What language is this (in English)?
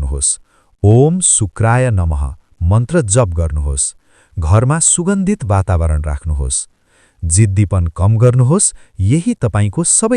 Nepali